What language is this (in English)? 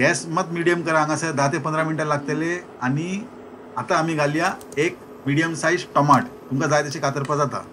Konkani